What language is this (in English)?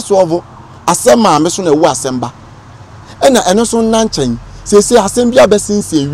Akan